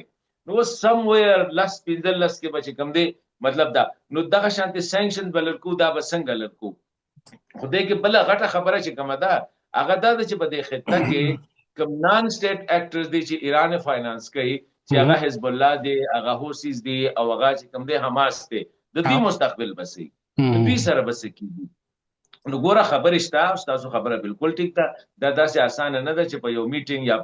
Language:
Pashto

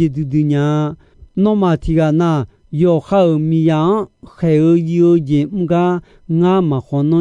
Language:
Akha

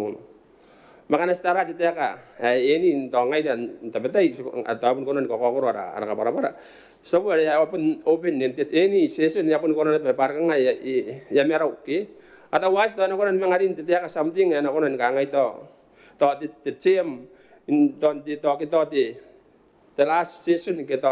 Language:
Gilbertese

